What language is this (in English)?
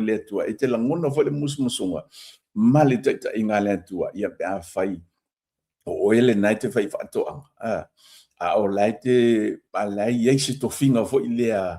Samoan